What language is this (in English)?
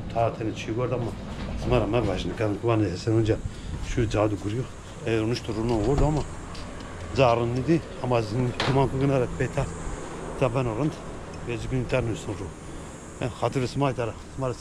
Zaza